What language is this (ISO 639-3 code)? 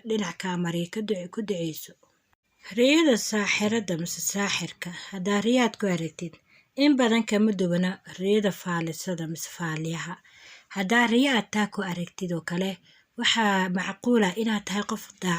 som